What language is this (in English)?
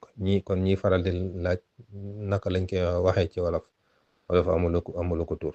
Wolof